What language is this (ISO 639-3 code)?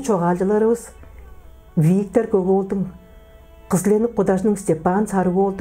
tyv